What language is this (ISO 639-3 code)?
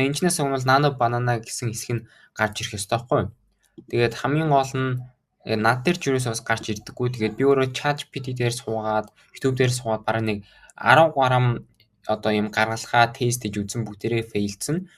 mon